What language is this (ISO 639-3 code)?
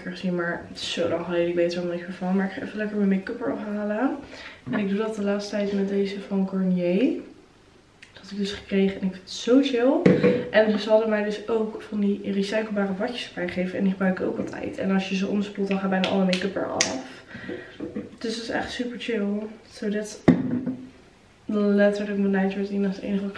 nld